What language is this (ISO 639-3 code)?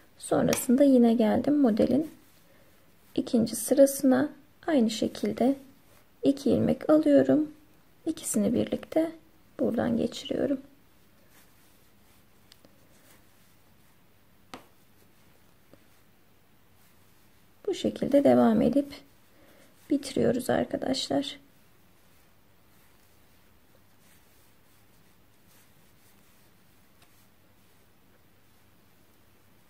tur